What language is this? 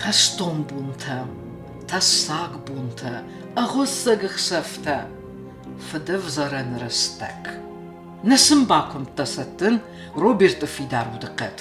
Ossetic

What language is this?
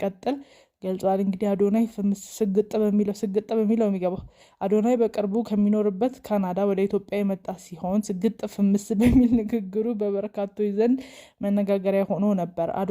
Amharic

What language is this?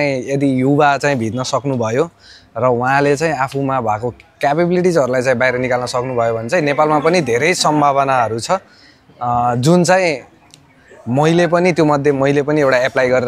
Nepali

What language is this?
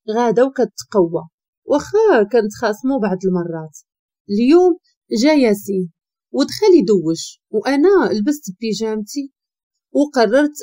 Moroccan Arabic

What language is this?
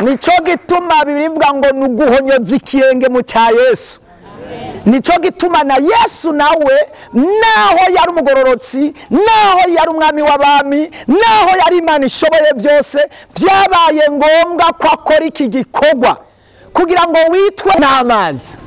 Rundi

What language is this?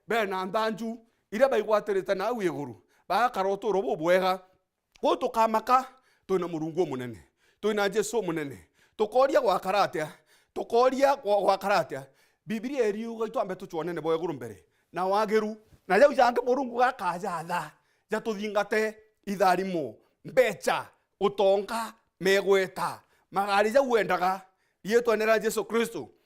Meru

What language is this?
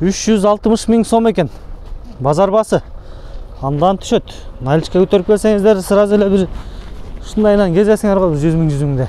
Kyrgyz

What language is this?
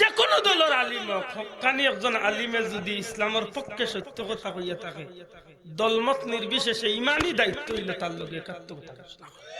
Sylheti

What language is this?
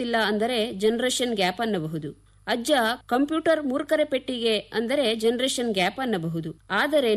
Kannada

